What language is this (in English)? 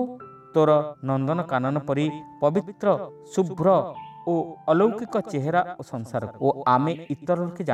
Odia